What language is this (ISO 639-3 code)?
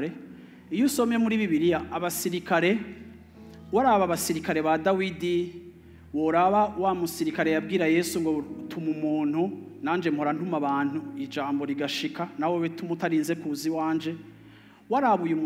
run